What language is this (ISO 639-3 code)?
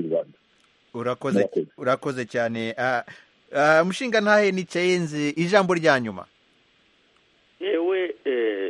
kin